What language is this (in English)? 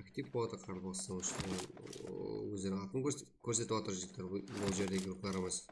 Kara-Kalpak